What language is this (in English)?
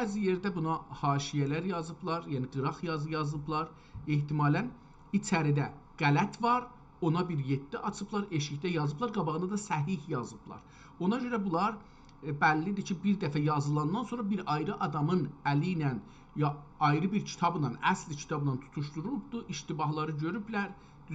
South Azerbaijani